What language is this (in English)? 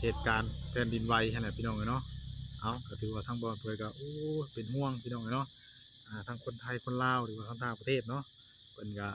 Northeastern Thai